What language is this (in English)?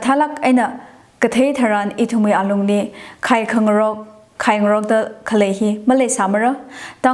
Tangkhul Naga (India)